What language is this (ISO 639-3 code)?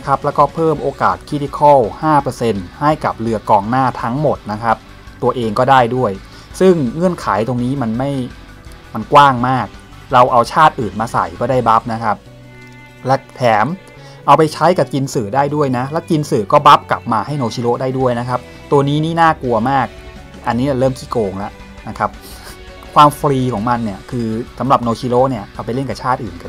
tha